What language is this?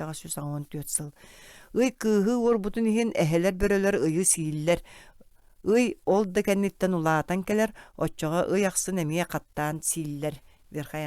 Yakut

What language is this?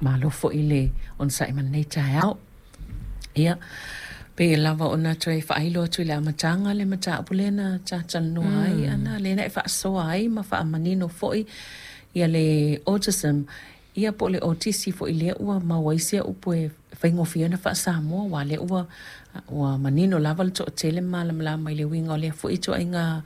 Samoan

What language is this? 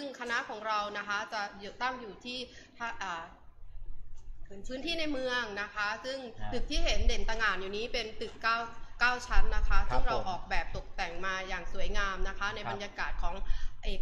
Thai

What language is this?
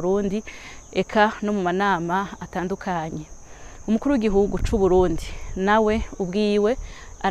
Rundi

